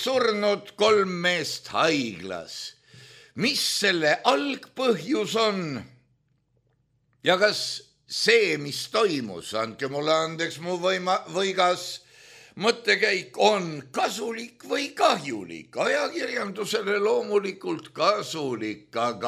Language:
Estonian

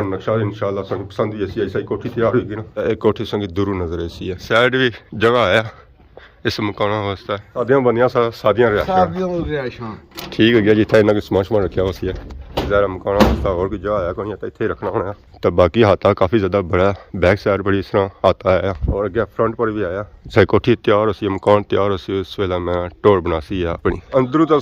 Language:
Pahari-Potwari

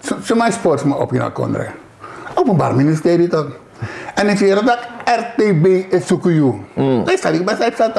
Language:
Sranan Tongo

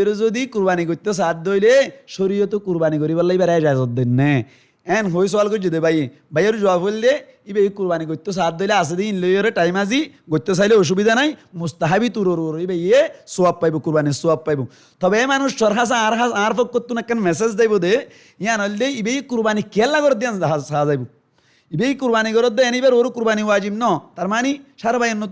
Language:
Rohingya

